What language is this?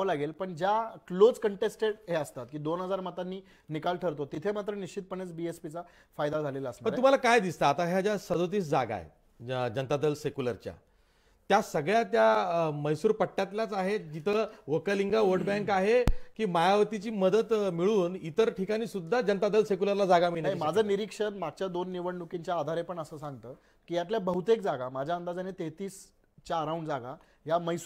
Marathi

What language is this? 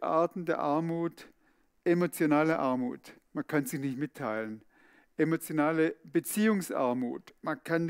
Swiss German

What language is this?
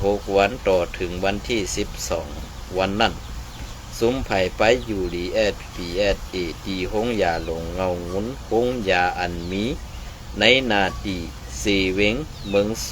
Shan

